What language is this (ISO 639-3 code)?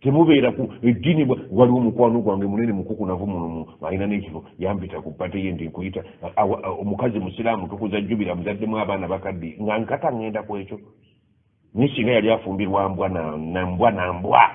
lug